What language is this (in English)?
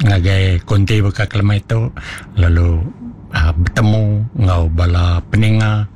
Iban